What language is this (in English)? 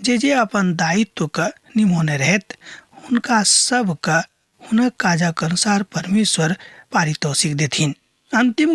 Maithili